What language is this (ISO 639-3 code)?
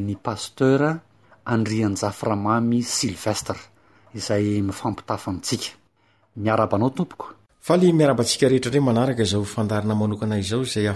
mlg